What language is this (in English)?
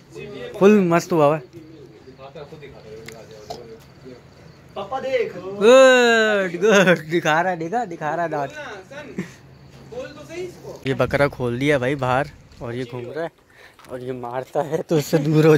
Hindi